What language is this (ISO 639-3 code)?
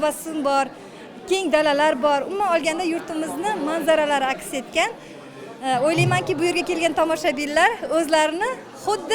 uzb